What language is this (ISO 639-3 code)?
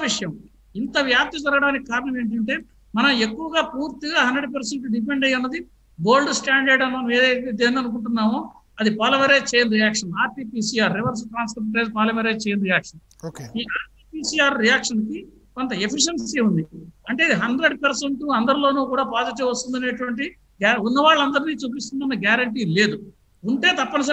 tel